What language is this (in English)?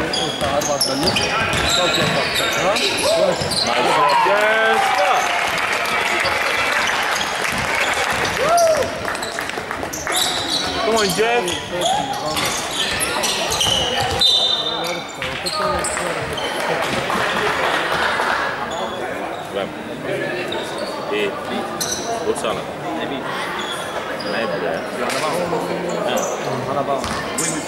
Swedish